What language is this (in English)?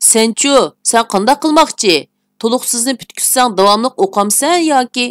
Uyghur